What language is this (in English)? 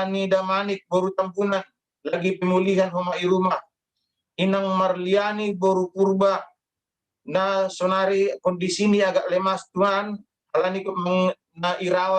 Batak Simalungun